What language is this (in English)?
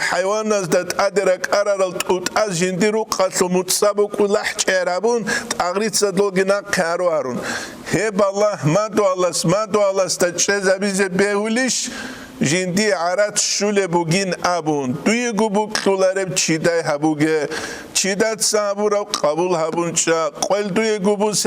Avaric